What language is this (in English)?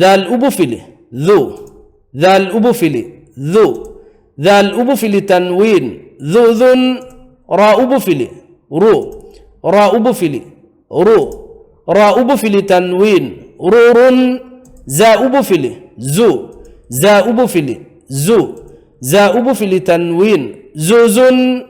Divehi